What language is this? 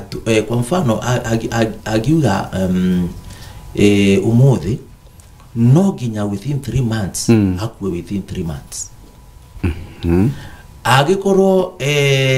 Kikuyu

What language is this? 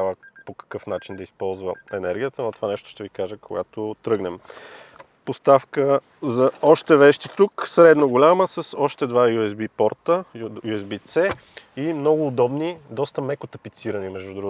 Bulgarian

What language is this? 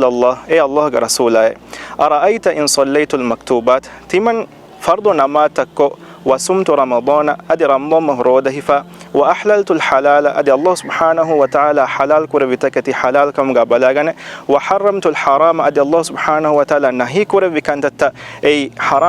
Divehi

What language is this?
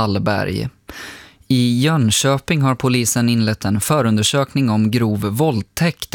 Swedish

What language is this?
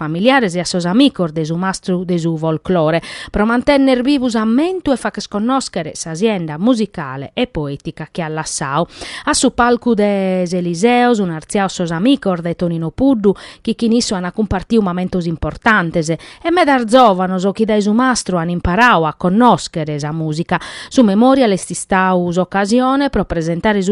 Sardinian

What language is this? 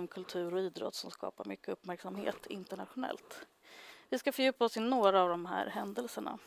Swedish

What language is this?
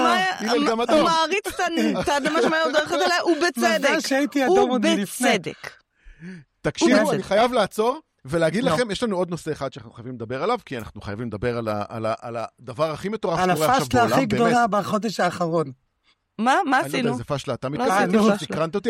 Hebrew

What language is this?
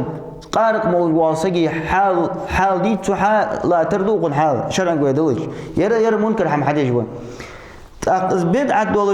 Ingush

